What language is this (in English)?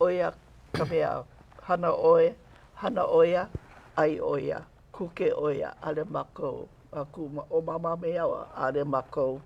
Hawaiian